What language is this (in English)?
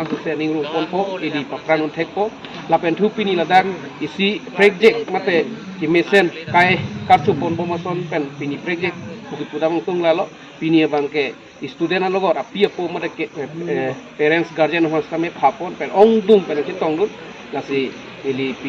Karbi